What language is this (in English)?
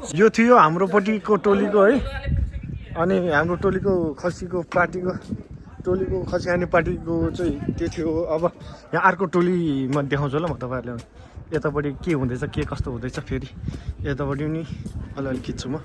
Nepali